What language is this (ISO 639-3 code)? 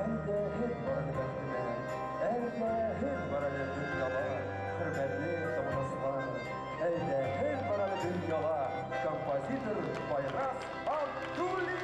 bak